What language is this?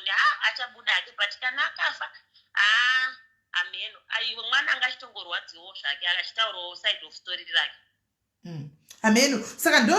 Shona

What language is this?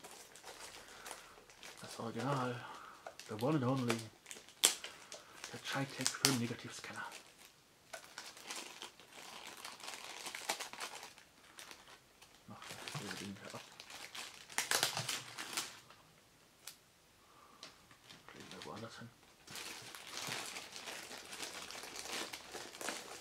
German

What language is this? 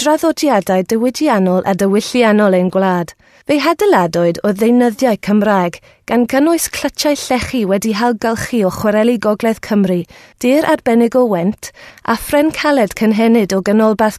Welsh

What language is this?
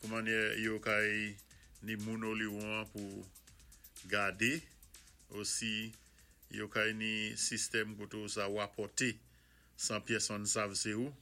Saint Lucian Creole French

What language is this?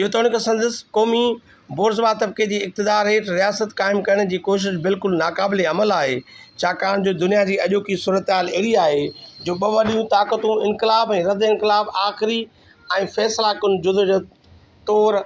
Sindhi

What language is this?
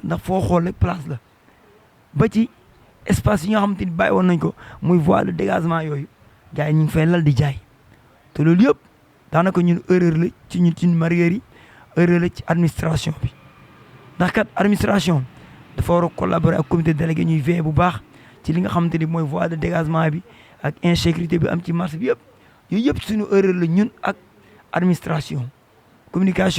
Wolof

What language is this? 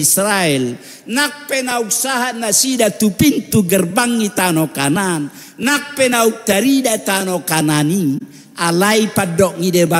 Batak Toba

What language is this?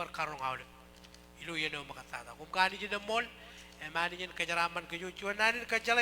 Marshallese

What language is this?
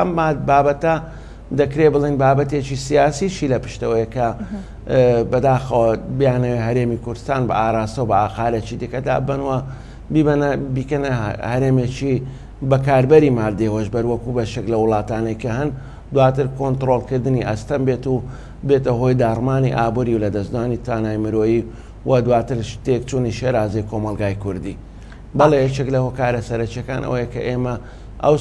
Central Kurdish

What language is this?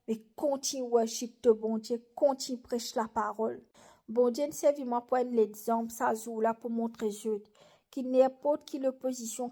Morisyen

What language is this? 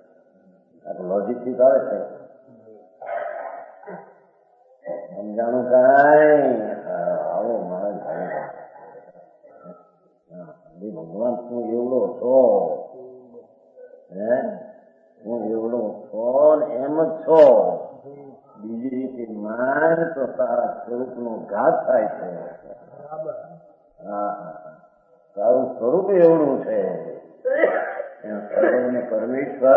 Gujarati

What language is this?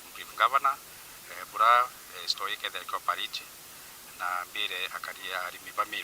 Meru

